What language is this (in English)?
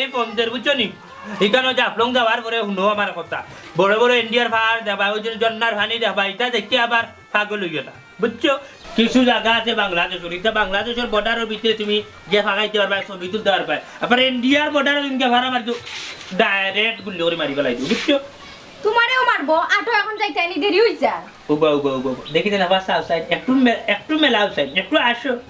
Sylheti